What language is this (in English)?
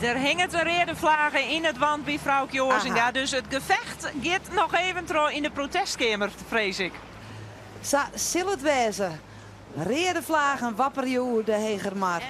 Western Frisian